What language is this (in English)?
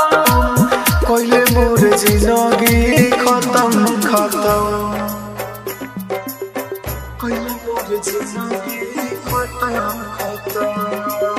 Bhojpuri